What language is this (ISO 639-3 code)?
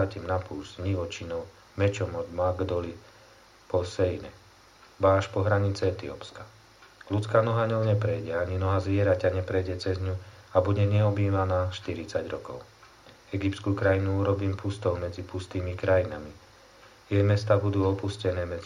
slk